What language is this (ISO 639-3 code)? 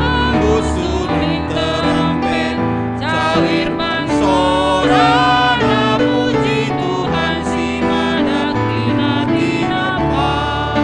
btx